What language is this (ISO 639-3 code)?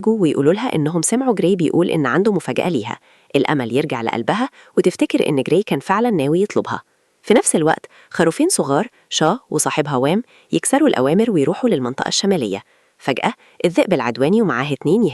arz